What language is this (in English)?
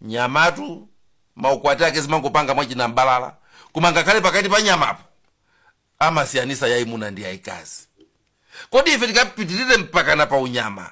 Nyanja